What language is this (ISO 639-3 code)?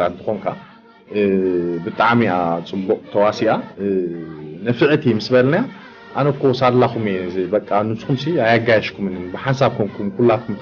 tir